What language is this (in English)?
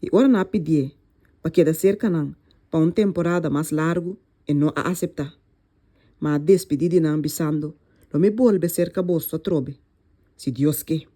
Papiamento